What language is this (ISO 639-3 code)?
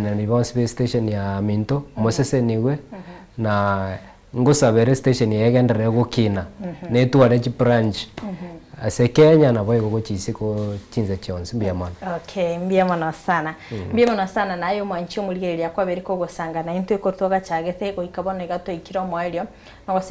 guz